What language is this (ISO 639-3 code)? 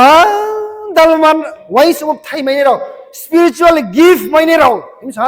ria